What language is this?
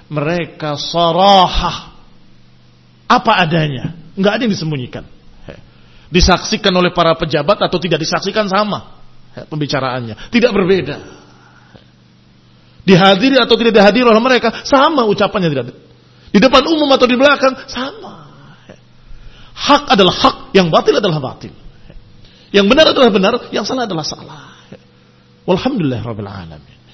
Indonesian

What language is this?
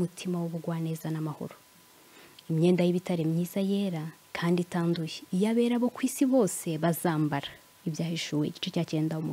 Kinyarwanda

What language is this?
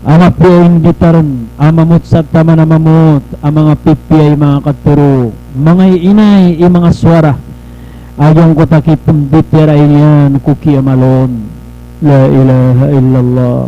Maranao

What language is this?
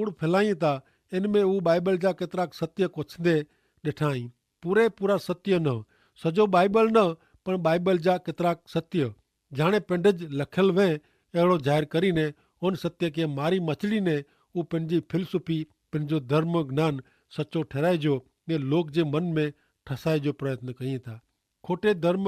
Kachhi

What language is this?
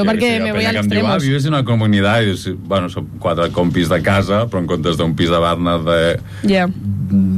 Catalan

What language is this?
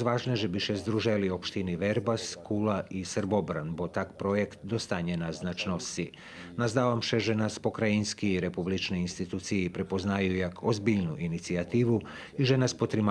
Rusyn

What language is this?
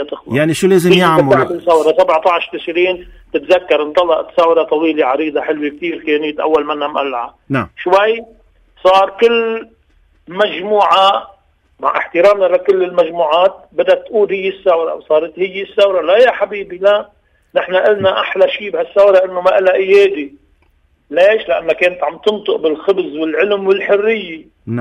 North Levantine Arabic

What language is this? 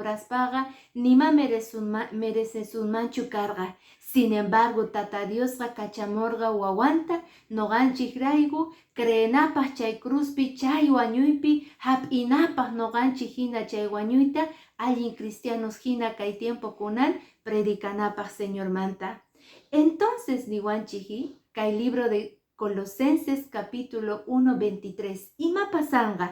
Quechua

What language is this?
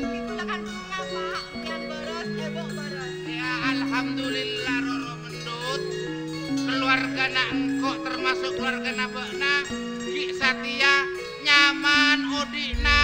Madurese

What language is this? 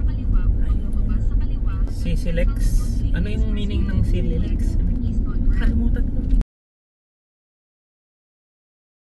Filipino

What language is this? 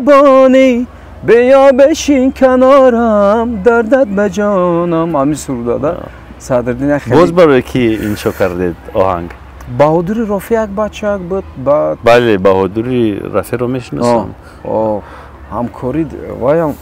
Tajik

